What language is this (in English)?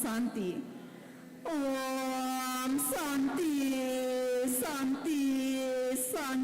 Balinese